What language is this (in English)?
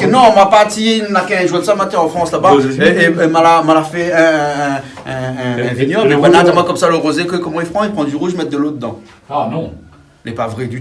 Réunion Creole French